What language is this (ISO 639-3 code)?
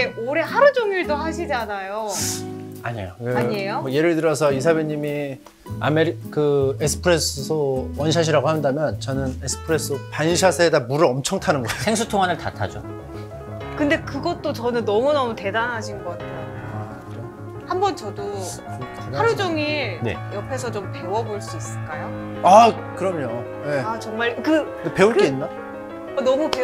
kor